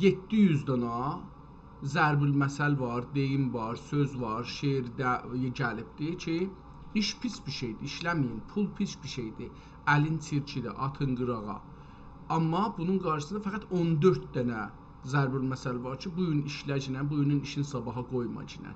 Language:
South Azerbaijani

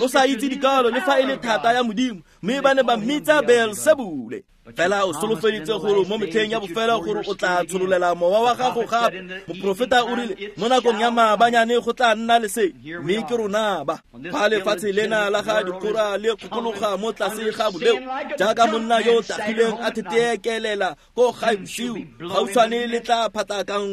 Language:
Tswana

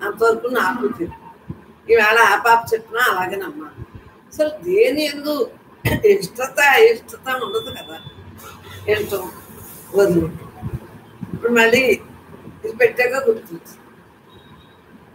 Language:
Telugu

